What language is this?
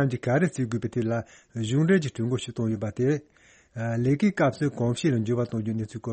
Tibetan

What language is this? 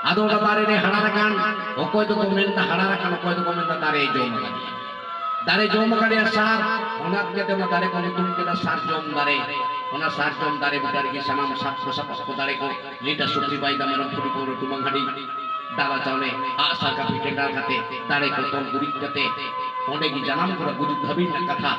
Santali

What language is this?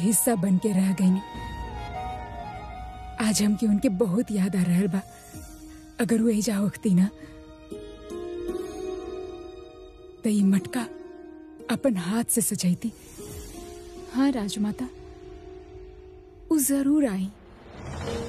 Bhojpuri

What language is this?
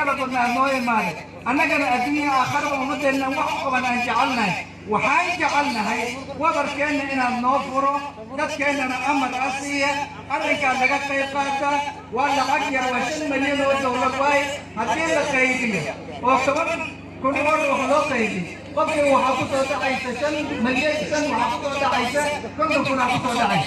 Somali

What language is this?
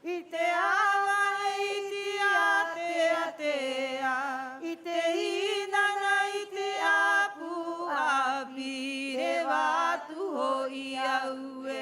Rapanui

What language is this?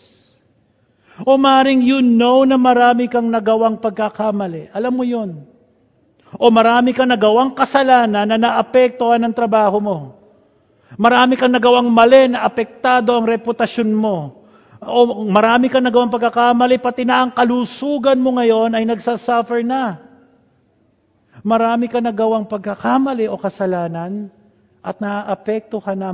Filipino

